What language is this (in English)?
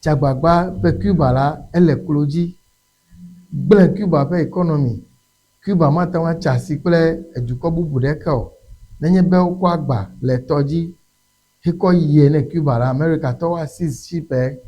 Ewe